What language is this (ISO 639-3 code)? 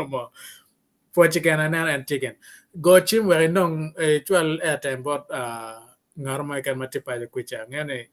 ach